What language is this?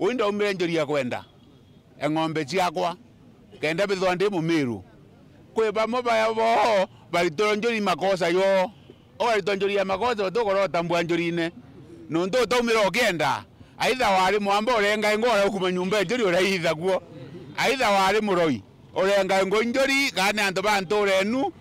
Meru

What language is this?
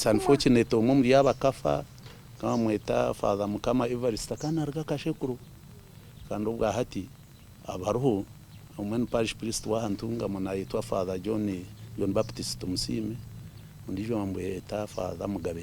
Nyankole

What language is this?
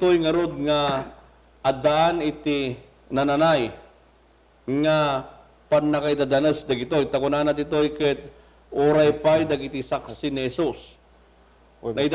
Iloko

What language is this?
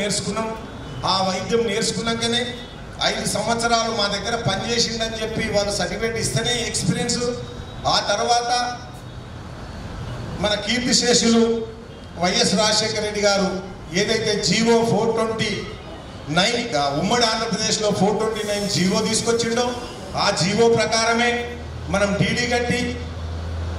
Telugu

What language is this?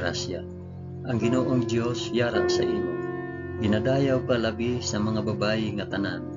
Hiligaynon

